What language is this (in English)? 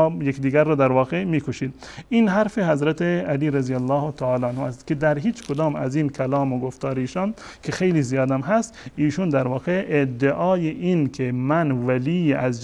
Persian